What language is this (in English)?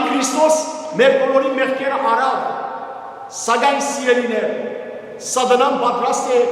Western Armenian